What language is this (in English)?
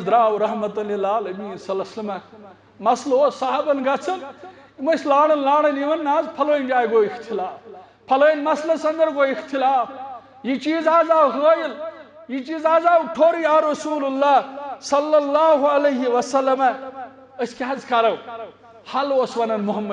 Kashmiri